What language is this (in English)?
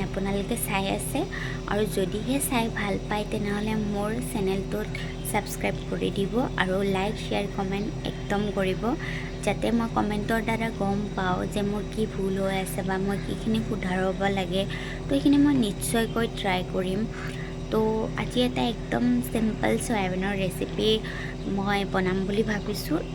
Assamese